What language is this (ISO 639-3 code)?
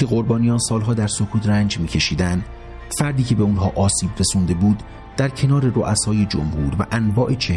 fas